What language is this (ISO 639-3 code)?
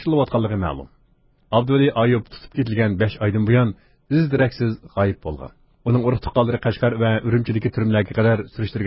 uig